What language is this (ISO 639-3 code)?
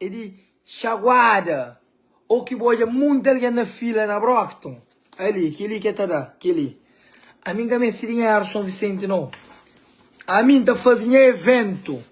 kea